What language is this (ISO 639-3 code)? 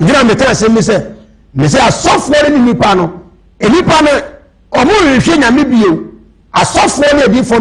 aka